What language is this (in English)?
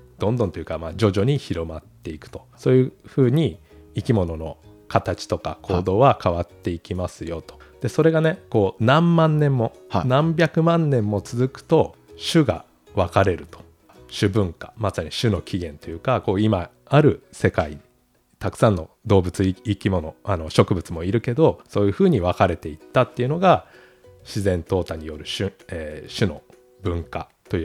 Japanese